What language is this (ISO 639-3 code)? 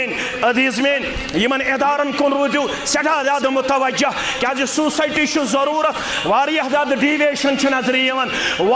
kas